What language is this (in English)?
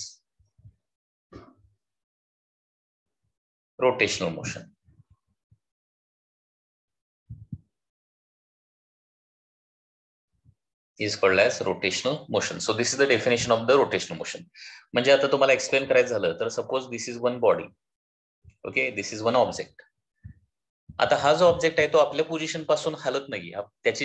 Marathi